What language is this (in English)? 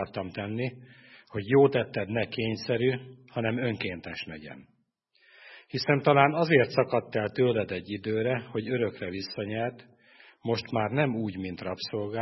Hungarian